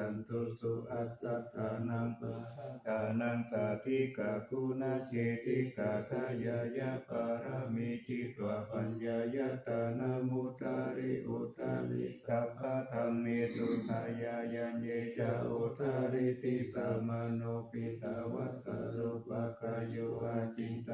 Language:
Pali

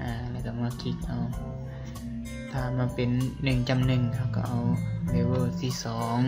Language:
Lao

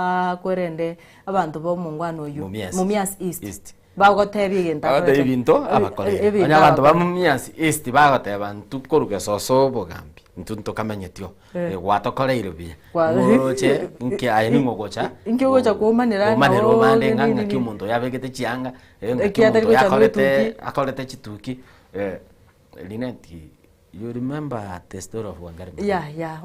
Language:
Gusii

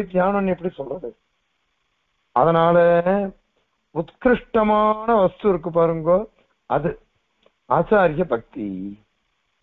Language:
Tamil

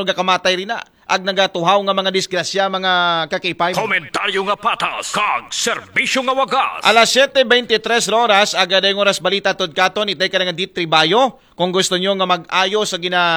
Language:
Aklanon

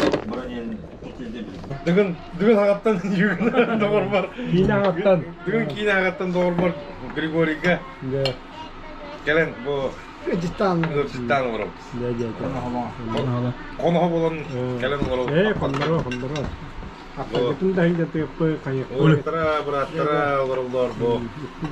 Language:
Yakut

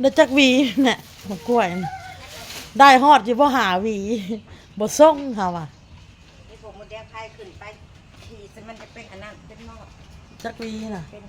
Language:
Northeastern Thai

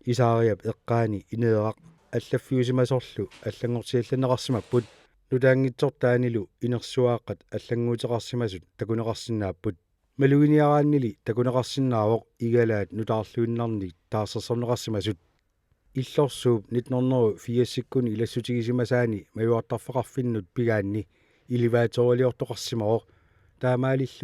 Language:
Kalaallisut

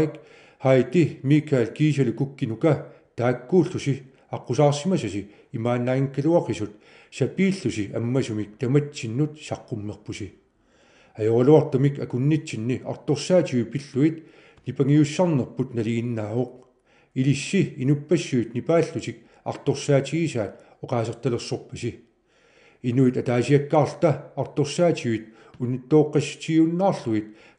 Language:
Kalaallisut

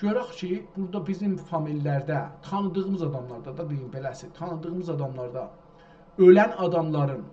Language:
South Azerbaijani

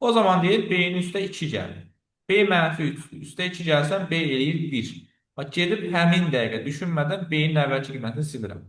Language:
Azerbaijani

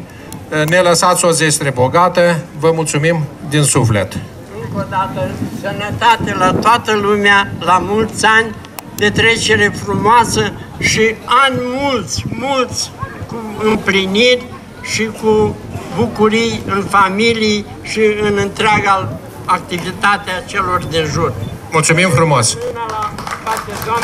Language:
Romanian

